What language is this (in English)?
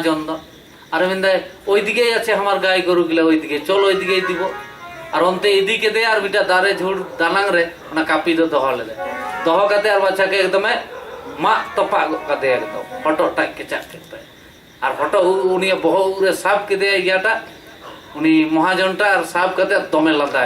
Santali